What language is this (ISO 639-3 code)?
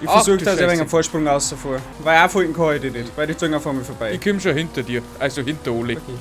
bar